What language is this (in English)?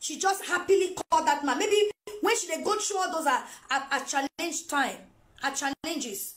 Nigerian Pidgin